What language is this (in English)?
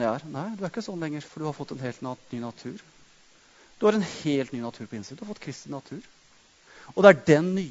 Norwegian